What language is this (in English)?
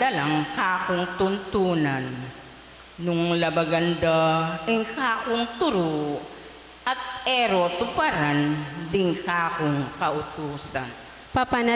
Pampanga